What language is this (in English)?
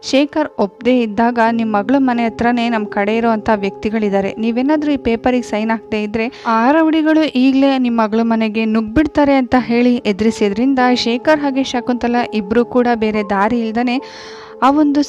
Kannada